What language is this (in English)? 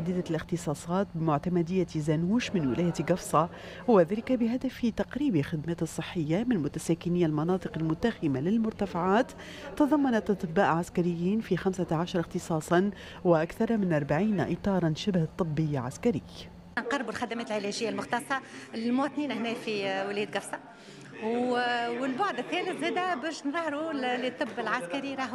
Tunisian Arabic